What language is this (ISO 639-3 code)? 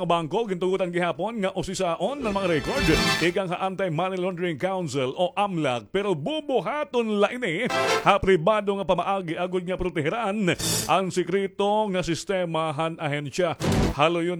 war